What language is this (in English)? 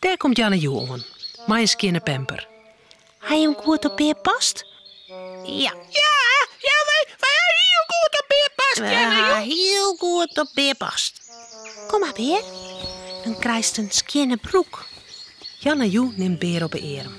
Western Frisian